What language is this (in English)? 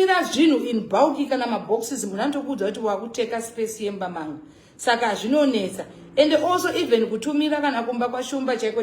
Shona